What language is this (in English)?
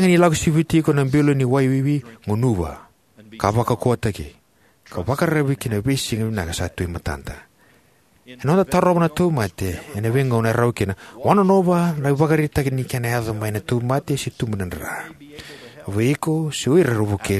Fijian